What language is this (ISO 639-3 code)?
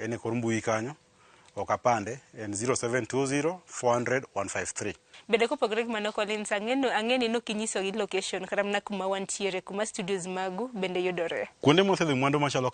luo